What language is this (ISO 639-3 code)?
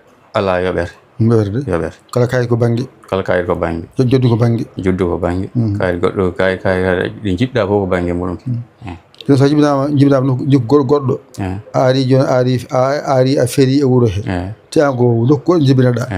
ful